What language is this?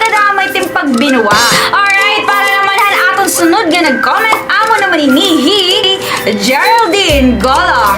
Waray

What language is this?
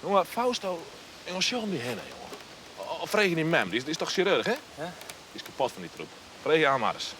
Western Frisian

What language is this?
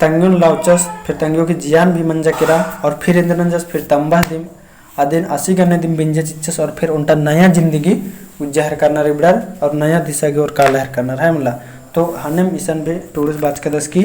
Kurukh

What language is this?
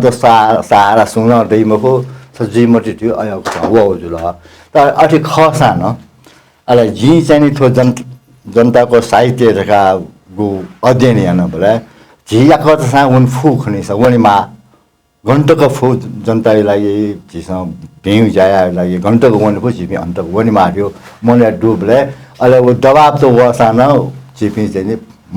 Newari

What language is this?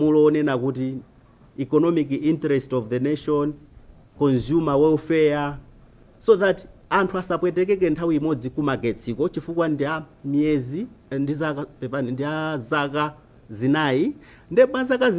Nyanja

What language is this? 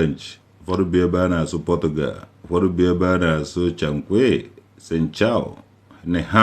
Igbo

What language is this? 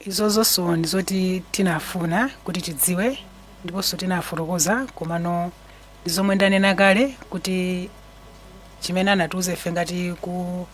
Nyanja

